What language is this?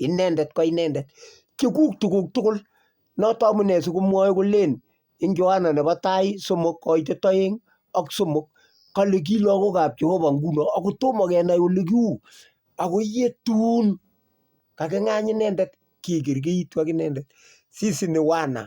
Kalenjin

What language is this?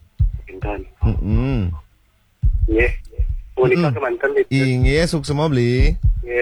Balinese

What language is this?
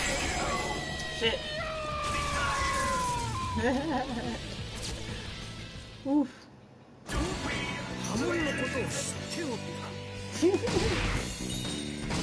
Japanese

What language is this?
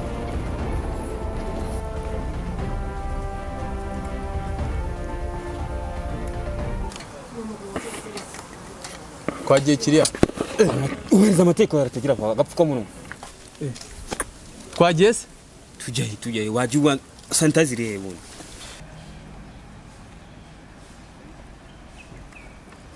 Kinyarwanda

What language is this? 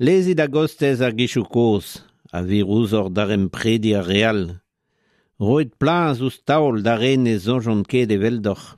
Breton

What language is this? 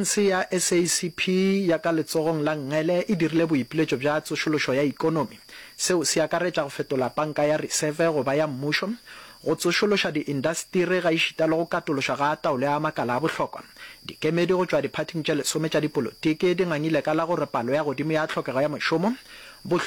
Northern Sotho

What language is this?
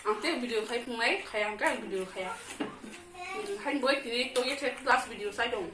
Kok Borok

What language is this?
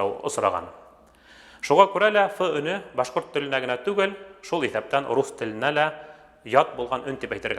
Bashkir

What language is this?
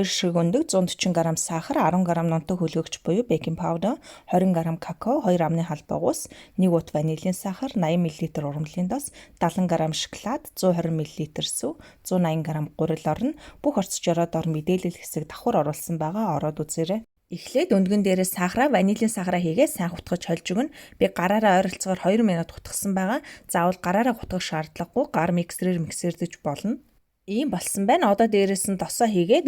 Mongolian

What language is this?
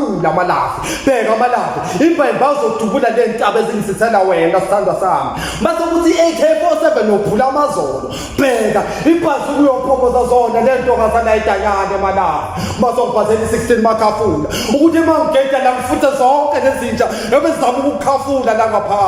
Zulu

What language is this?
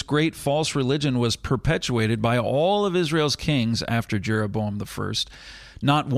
English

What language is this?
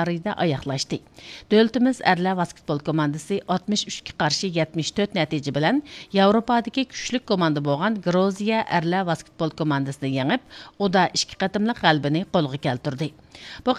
Uyghur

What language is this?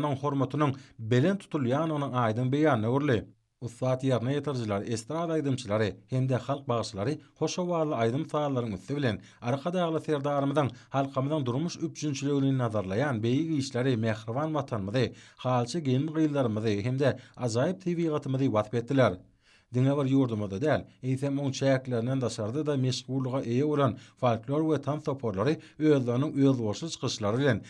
Turkmen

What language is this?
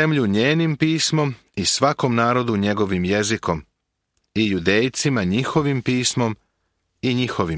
Serbian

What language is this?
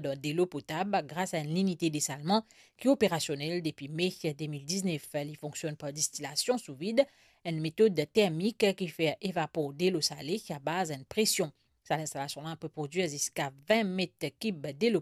Morisyen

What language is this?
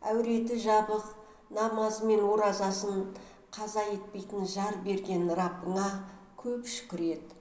Kazakh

